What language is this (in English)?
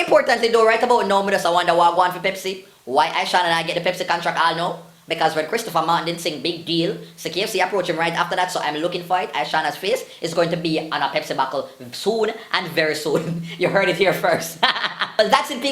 Jamaican Creole English